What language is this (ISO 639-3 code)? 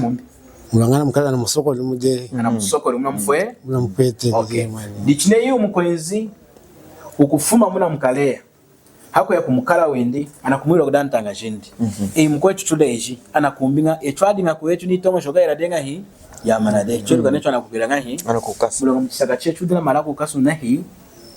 lun